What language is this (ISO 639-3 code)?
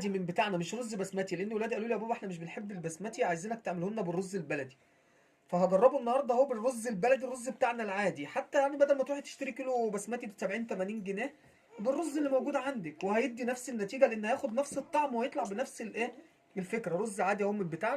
arz